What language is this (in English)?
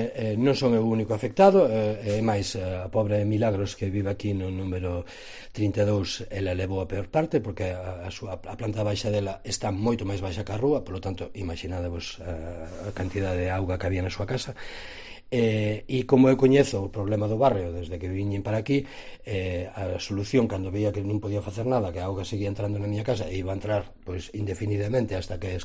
Galician